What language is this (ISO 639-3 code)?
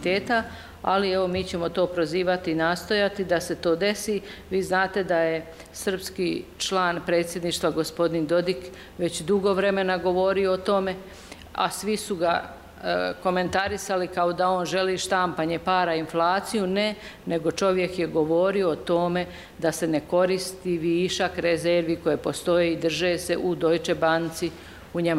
bos